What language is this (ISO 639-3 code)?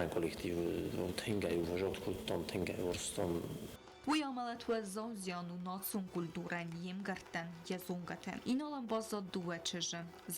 oss